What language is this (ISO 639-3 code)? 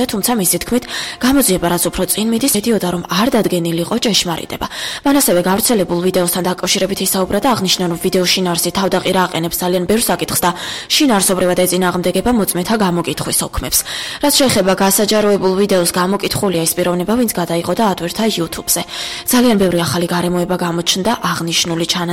kat